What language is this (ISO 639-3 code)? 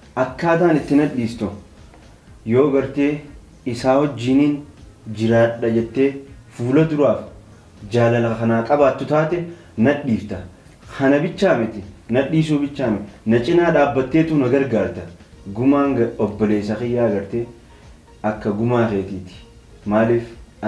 orm